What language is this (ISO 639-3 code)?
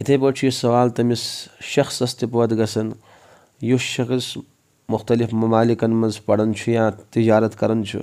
kas